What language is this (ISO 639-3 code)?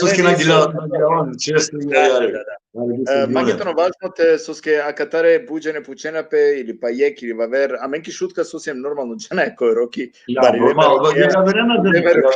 rmn